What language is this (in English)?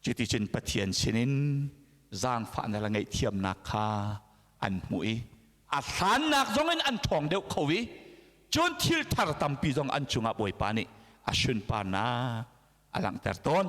Hakha Chin